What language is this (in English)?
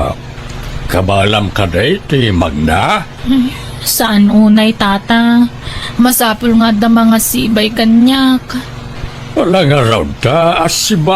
Iloko